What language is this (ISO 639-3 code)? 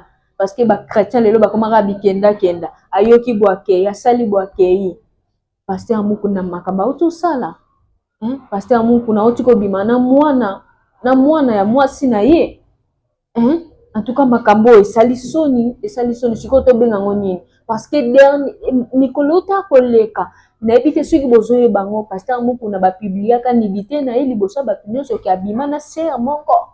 lin